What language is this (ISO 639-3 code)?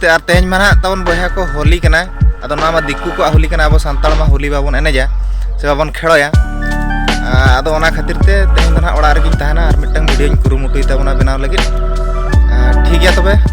sat